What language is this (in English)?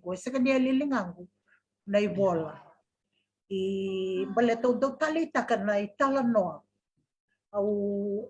Fijian